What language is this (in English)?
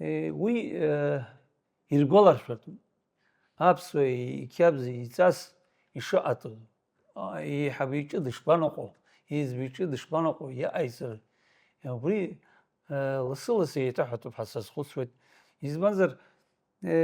Abkhazian